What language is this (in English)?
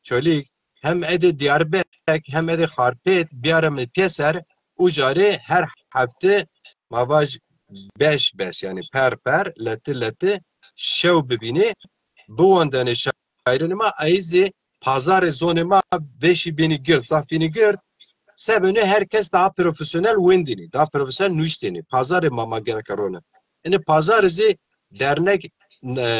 Zaza